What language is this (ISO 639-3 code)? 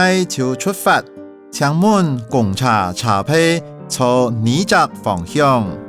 hak